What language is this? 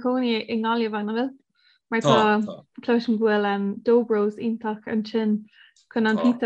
Irish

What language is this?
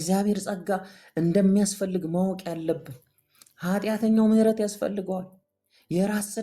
Amharic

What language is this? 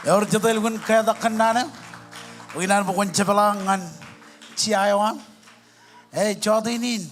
Marshallese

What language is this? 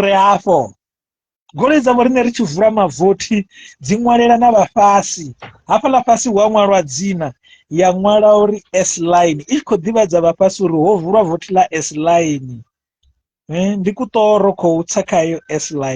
Venda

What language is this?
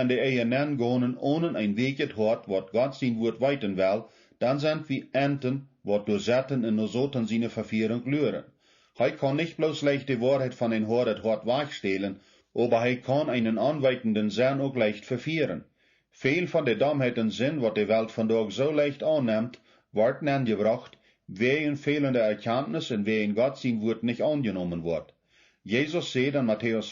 Plautdietsch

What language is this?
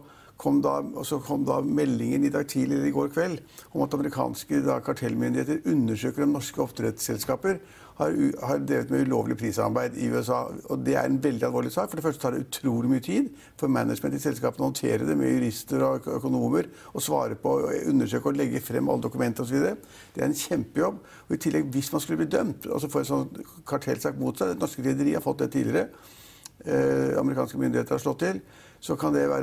Norwegian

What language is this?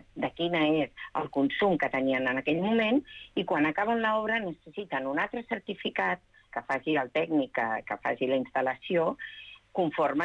Catalan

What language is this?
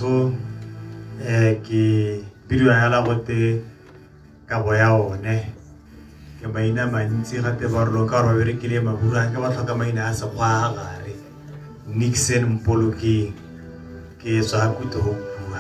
Tswana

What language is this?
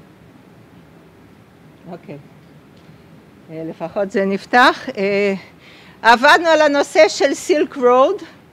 Hebrew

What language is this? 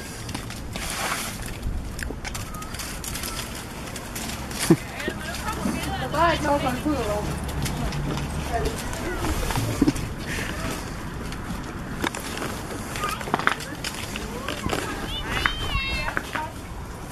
Danish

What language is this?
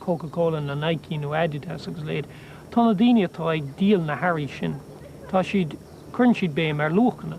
Irish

